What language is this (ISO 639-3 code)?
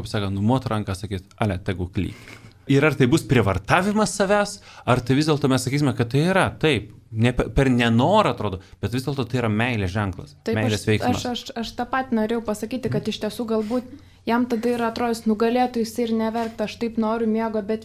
lit